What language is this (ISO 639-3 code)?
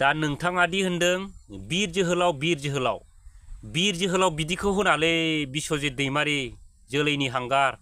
brx